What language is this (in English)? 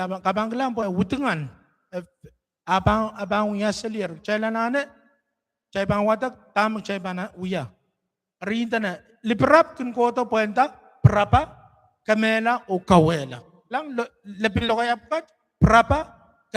Pohnpeian